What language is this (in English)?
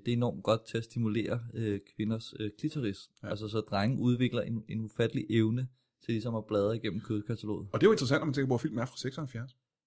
Danish